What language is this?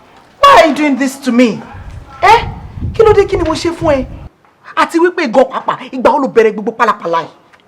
Yoruba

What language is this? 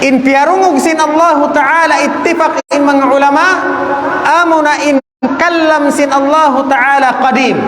Tausug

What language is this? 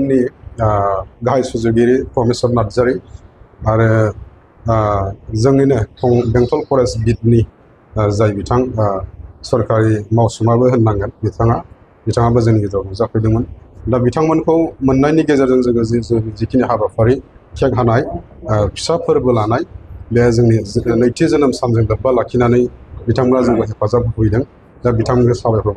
Bodo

